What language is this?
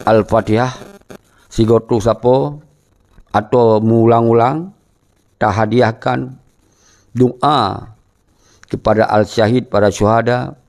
Achinese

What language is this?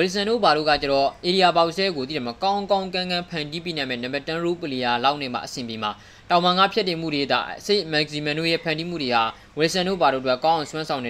Burmese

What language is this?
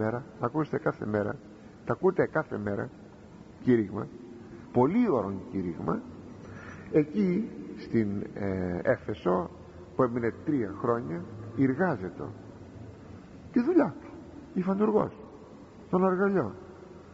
Greek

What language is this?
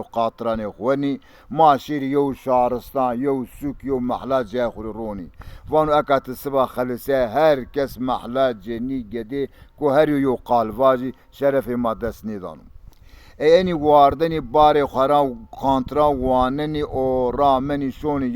Zaza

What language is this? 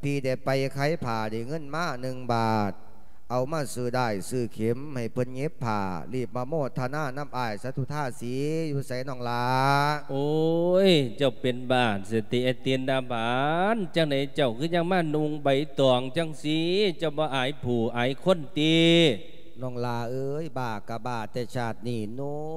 Lao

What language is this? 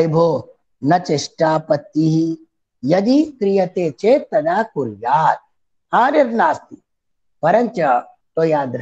Sanskrit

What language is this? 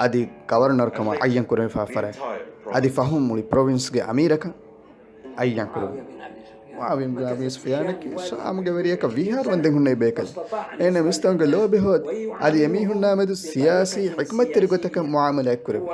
Divehi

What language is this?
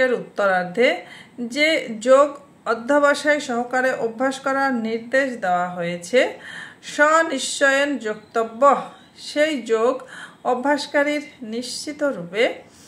Bangla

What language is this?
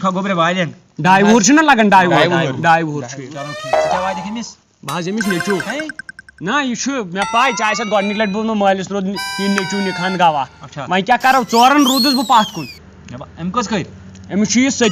Kashmiri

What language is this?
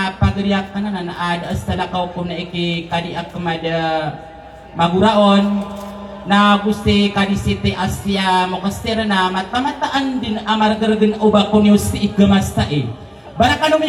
Maranao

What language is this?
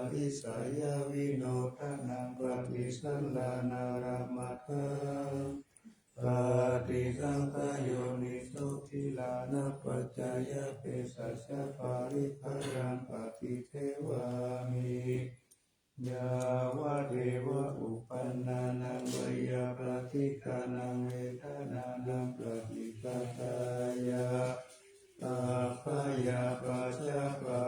Pali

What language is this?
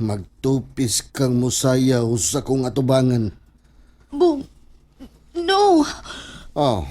Cebuano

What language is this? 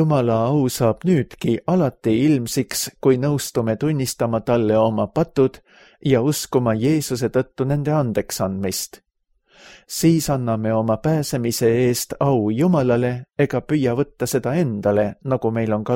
Estonian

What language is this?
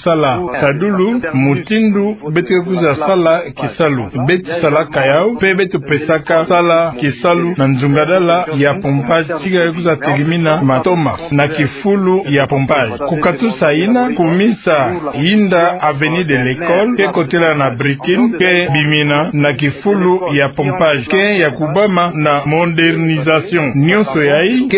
Kituba (Democratic Republic of Congo)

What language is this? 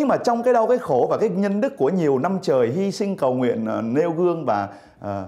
Vietnamese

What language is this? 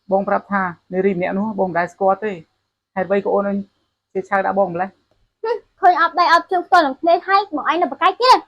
Khmer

